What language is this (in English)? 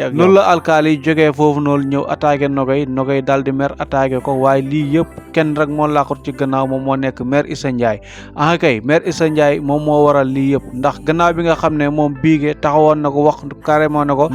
Wolof